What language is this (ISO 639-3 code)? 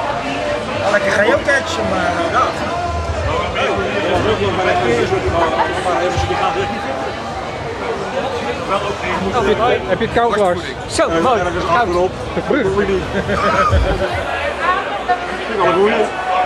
nld